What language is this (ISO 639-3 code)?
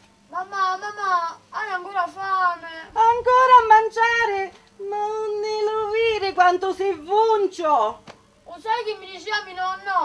scn